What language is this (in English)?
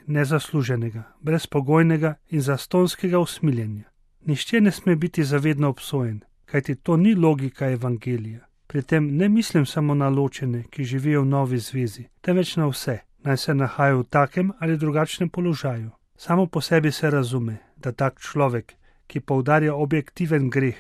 Slovenian